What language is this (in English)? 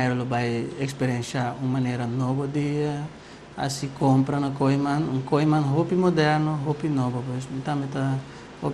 Papiamento